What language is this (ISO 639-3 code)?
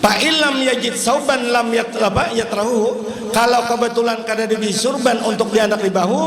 bjn